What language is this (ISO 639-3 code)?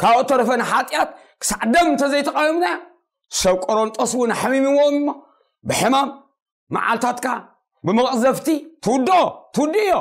tir